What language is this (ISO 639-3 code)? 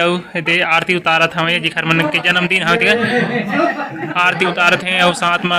hne